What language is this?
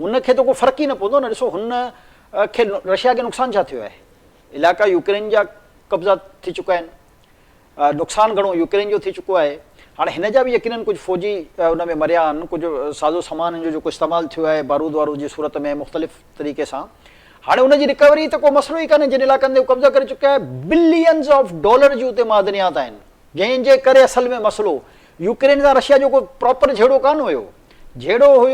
Sindhi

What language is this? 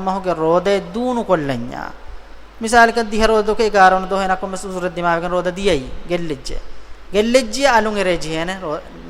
Divehi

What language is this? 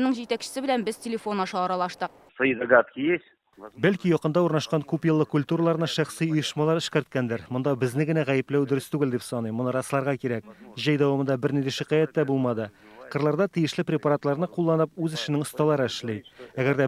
Tatar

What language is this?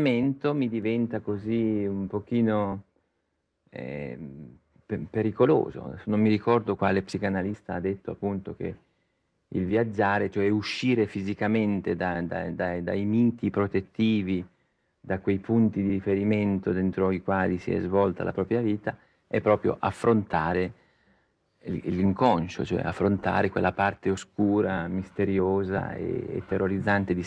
Italian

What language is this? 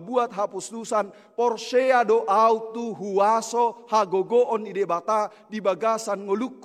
Batak Toba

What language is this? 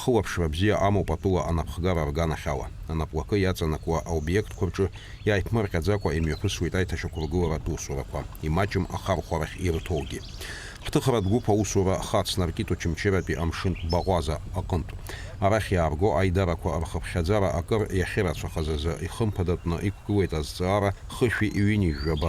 Abkhazian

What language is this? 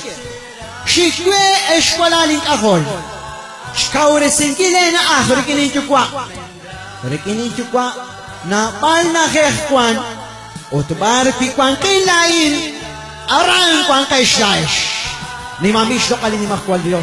Kekchí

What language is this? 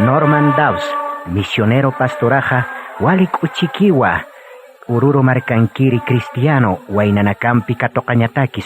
Aymara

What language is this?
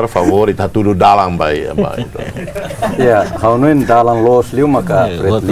Tetum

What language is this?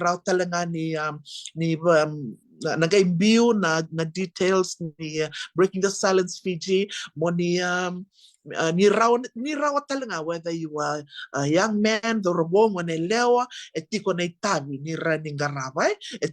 Fijian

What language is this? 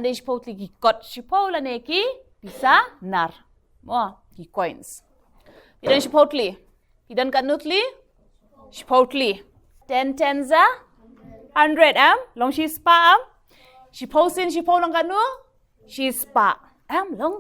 Khasi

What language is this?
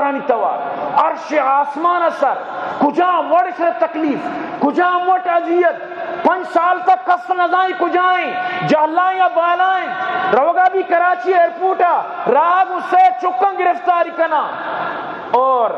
Eastern Balochi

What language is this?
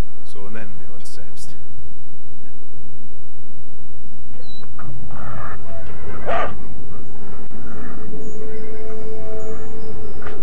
German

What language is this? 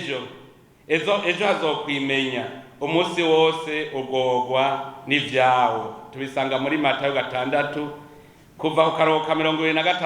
Rundi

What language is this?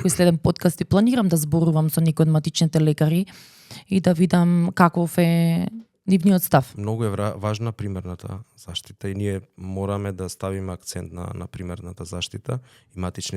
Macedonian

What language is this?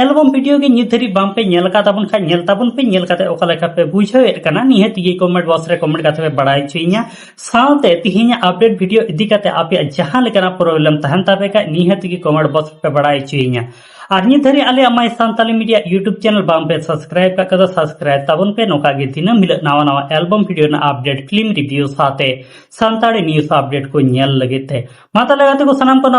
Santali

